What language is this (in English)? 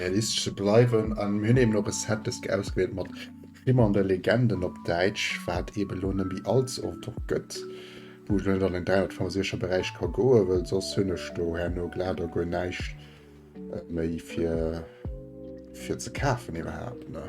Luxembourgish